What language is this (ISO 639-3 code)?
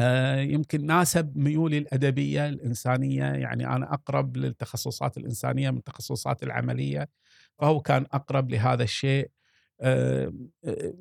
afb